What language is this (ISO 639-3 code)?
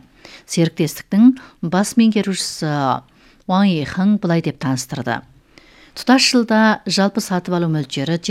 kaz